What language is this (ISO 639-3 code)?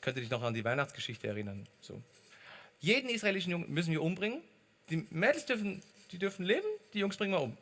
gsw